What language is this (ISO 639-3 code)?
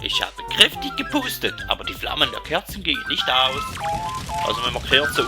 gsw